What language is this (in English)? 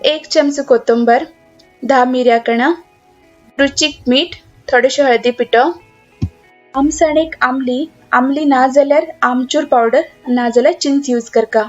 Konkani